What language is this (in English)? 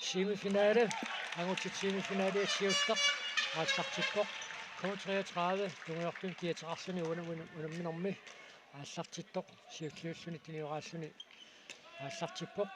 Kalaallisut